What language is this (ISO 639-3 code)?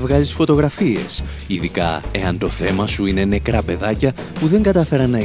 ell